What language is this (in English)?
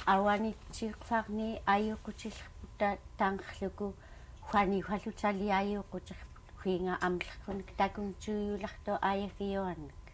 Central Yupik